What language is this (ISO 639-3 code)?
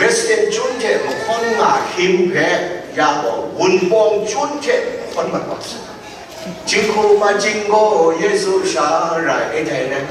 kac